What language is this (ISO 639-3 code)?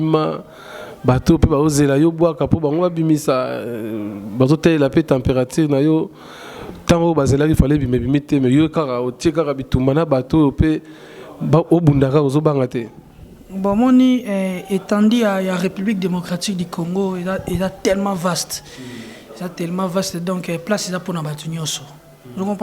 lin